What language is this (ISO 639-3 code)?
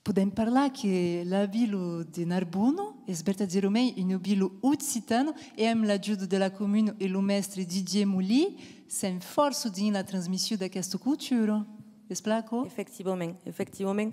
oci